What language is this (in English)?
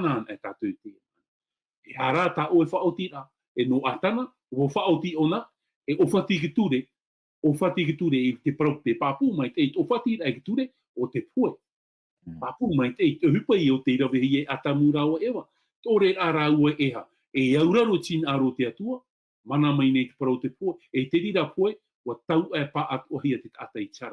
Tahitian